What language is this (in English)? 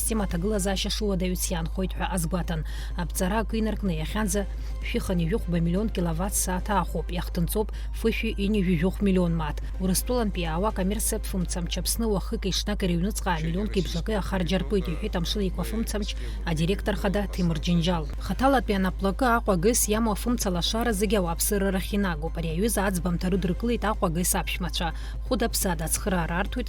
Abkhazian